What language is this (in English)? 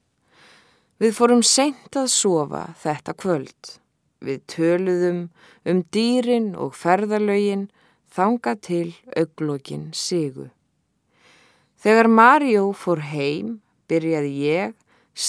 Icelandic